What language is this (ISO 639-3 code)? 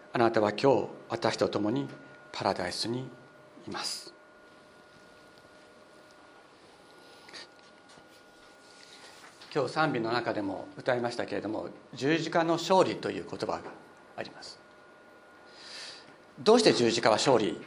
jpn